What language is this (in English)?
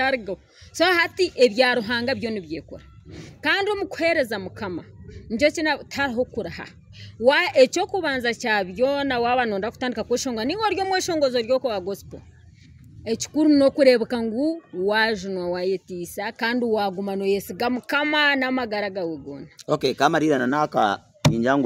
Nyankole